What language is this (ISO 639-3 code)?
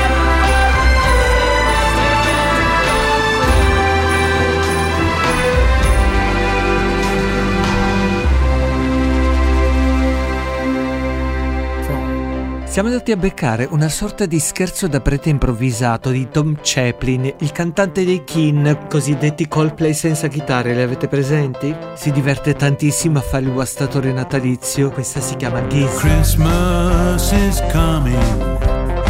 ita